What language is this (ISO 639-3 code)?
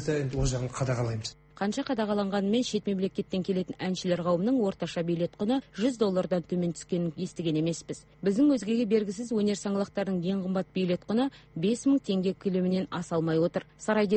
kaz